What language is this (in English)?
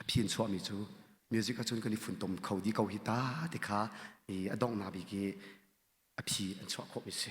Hakha Chin